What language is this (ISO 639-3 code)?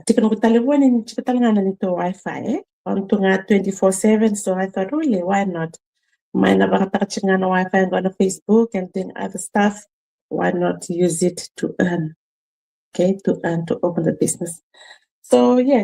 fij